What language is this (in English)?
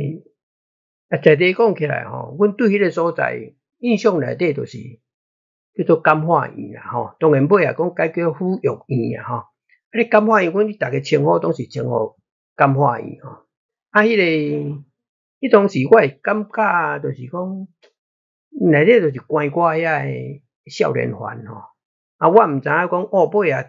Min Nan Chinese